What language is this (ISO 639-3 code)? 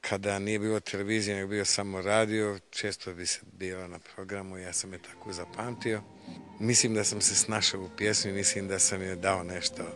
mkd